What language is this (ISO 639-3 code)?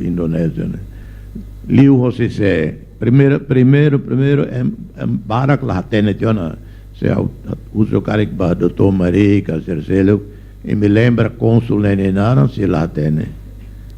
tet